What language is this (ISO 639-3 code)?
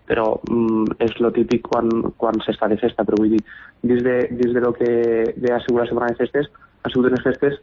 cat